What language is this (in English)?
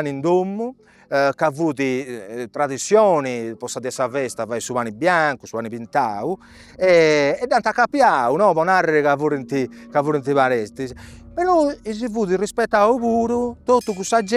Sardinian